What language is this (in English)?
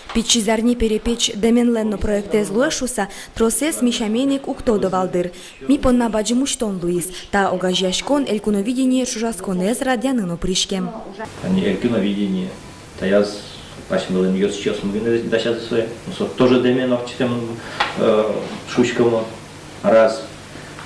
Udmurt